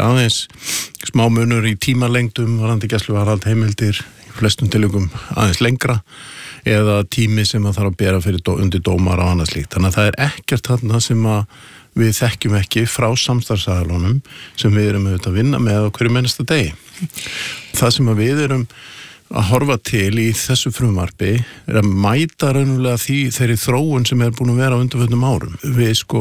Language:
Icelandic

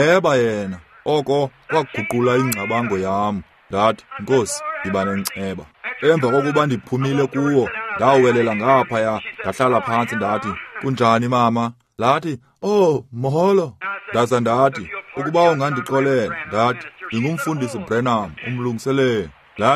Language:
Xhosa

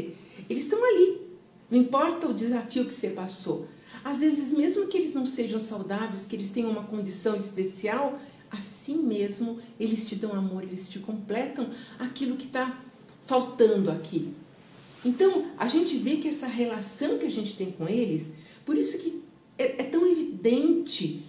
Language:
Portuguese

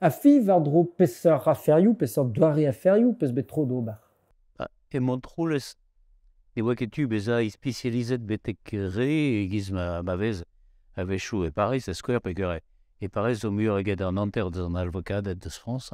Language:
Breton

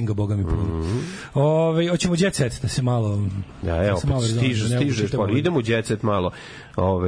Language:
Serbian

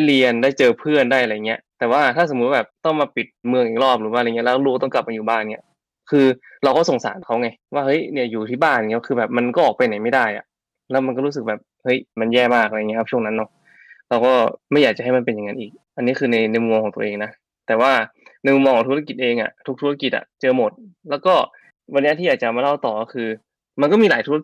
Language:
Thai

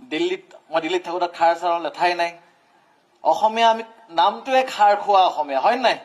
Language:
Assamese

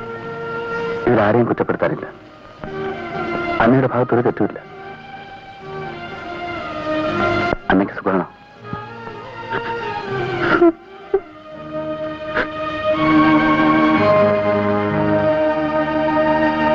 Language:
Malayalam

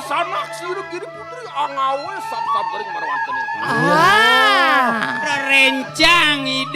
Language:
Balinese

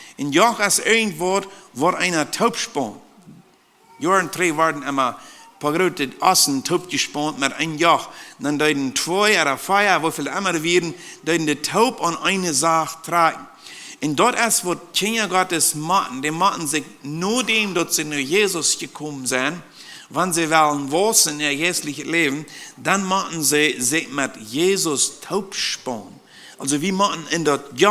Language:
Plautdietsch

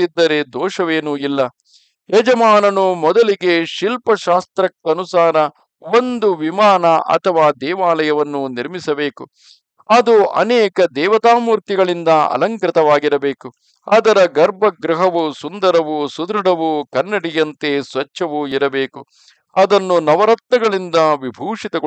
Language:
Kannada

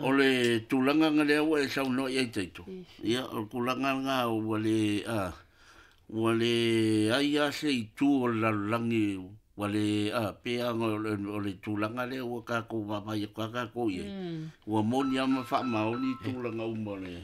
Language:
Samoan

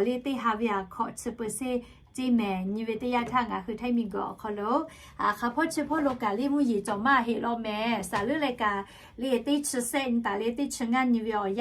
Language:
Lahu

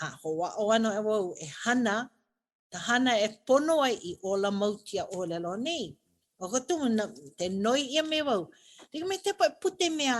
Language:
Hawaiian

